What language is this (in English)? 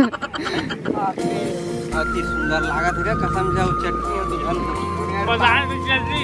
Chhattisgarhi